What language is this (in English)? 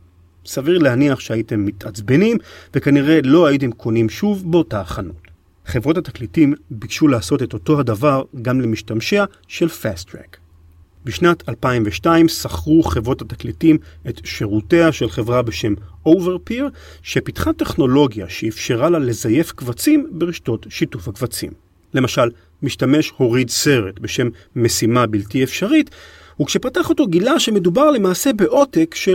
Hebrew